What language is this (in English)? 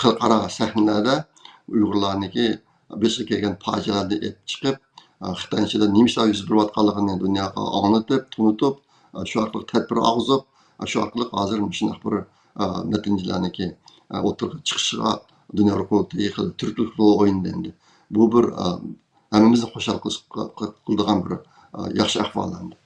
Uyghur